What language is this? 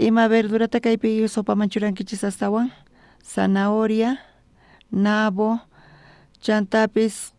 South Bolivian Quechua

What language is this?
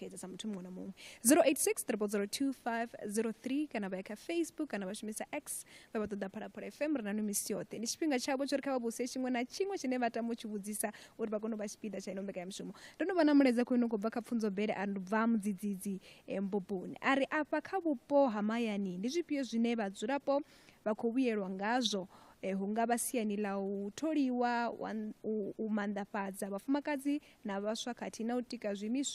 Venda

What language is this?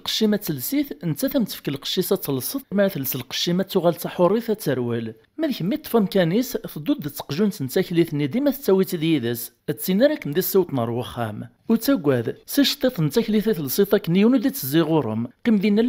Kabyle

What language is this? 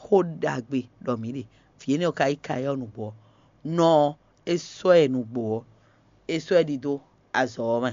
Fon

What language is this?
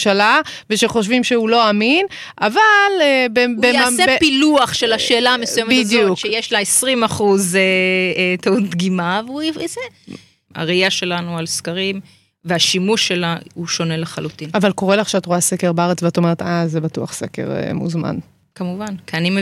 Hebrew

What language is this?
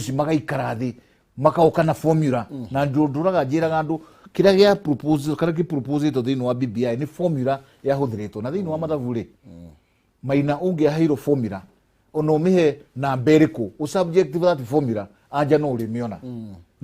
Kikuyu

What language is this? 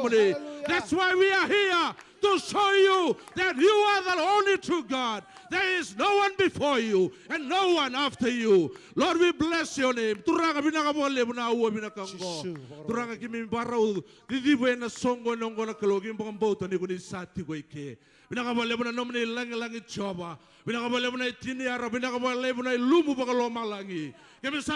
Fijian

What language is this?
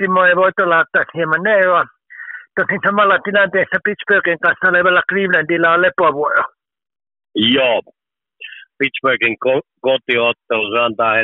Finnish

